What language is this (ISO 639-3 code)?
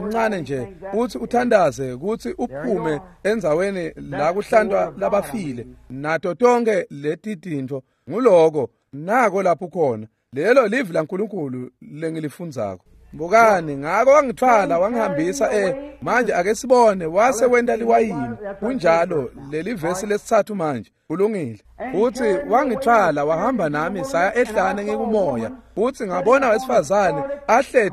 ssw